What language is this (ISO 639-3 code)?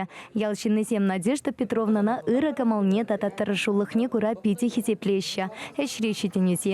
chv